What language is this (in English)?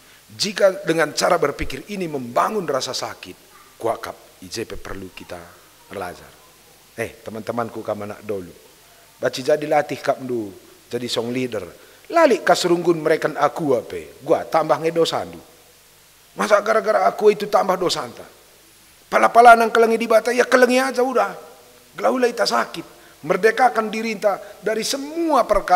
Batak Karo